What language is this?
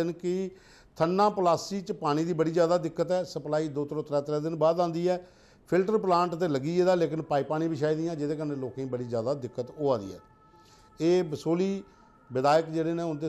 Dogri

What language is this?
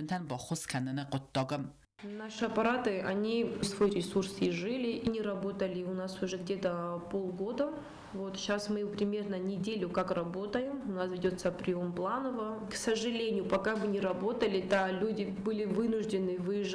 Ossetic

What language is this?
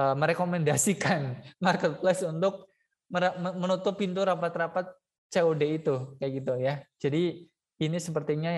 Indonesian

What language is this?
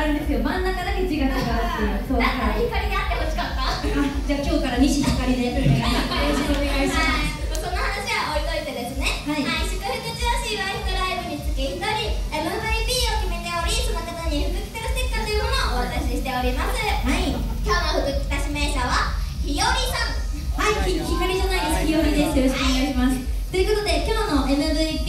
Japanese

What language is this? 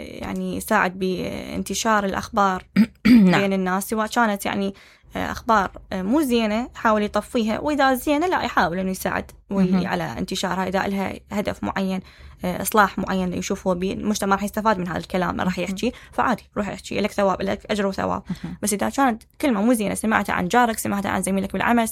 Mesopotamian Arabic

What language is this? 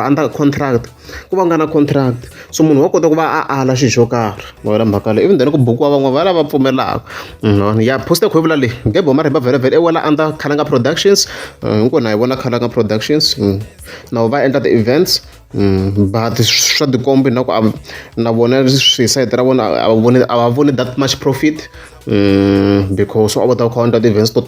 Tsonga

